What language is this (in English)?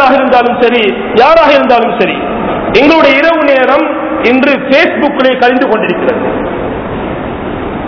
Tamil